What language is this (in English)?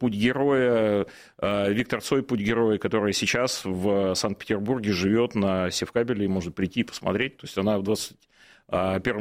Russian